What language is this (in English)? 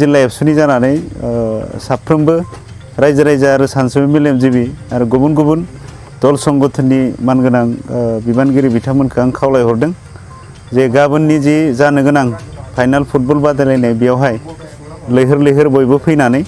Bodo